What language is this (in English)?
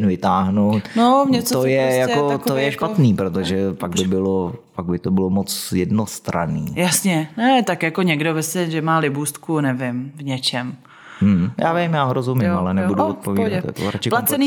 Czech